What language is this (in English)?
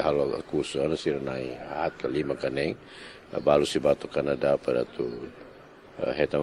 Tetum